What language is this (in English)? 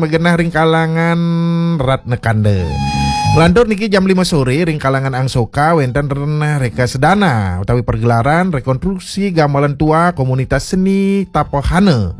Balinese